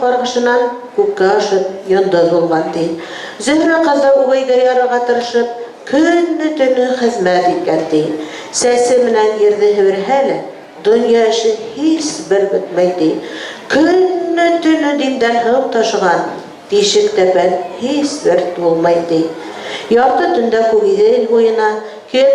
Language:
Bashkir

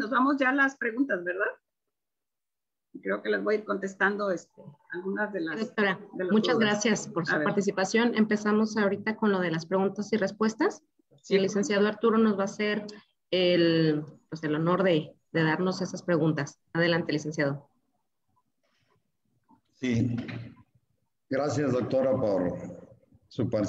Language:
Spanish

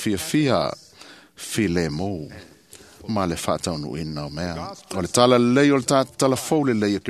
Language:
Samoan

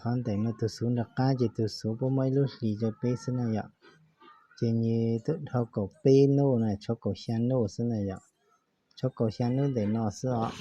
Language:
Hmong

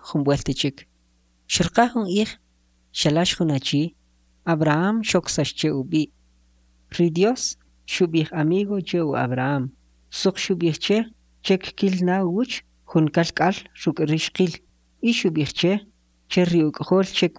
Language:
Kʼicheʼ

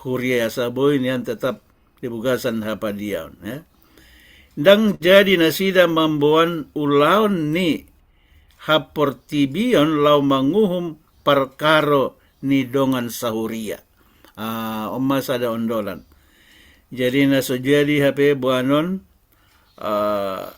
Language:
Batak Toba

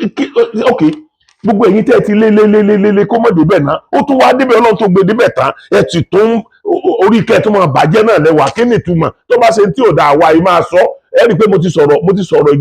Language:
Yoruba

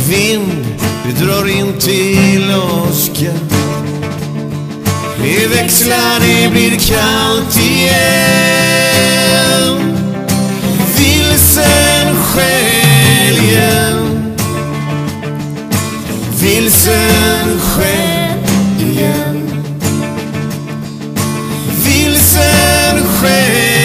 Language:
Swedish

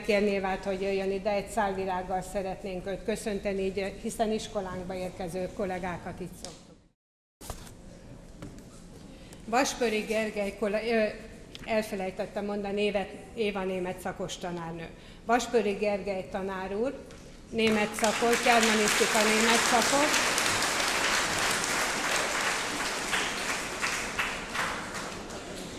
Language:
Hungarian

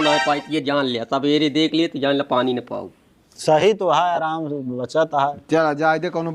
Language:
Awadhi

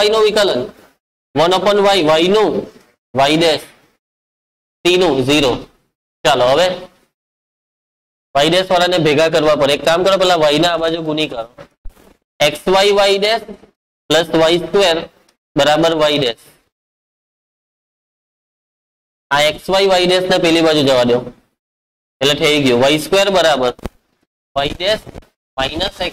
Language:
Gujarati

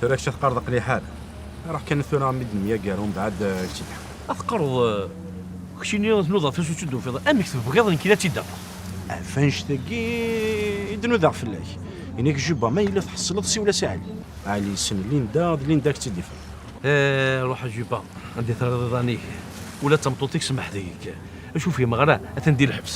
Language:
Kabyle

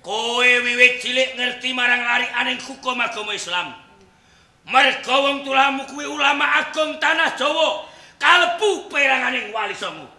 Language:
Javanese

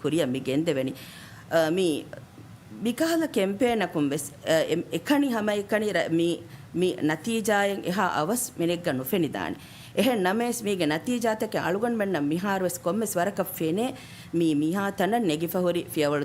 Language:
Divehi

